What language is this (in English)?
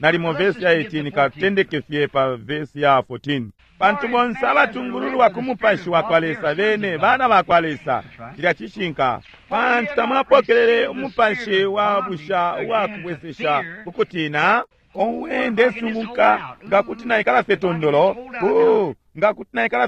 Bemba